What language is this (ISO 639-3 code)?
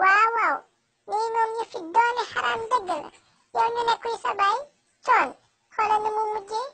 wol